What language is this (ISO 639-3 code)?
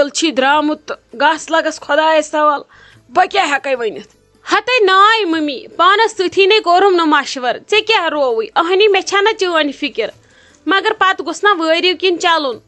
kas